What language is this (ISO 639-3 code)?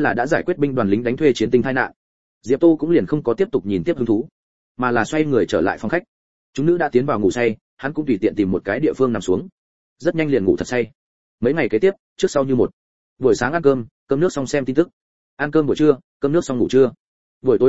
vie